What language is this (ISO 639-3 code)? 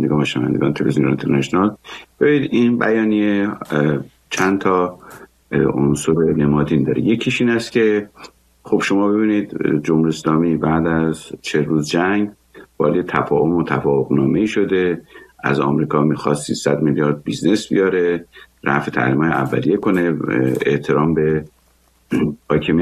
fas